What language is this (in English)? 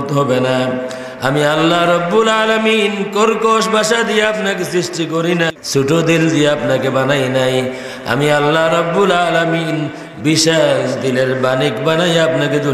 Sylheti